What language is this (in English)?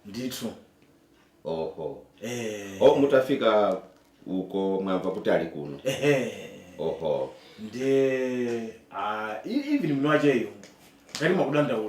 Nyanja